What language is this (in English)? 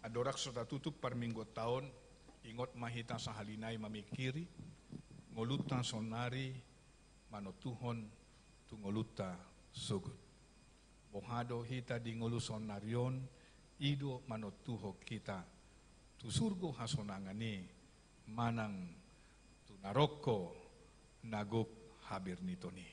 Batak Toba